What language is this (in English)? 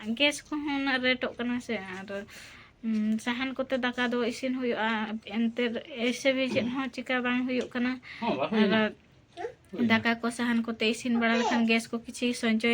Santali